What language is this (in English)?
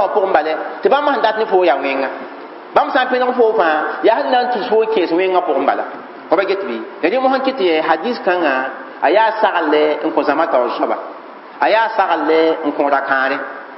Mossi